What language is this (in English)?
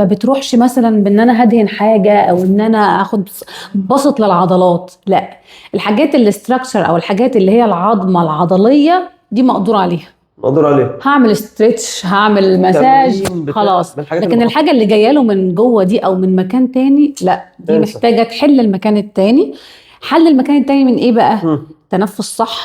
Egyptian Arabic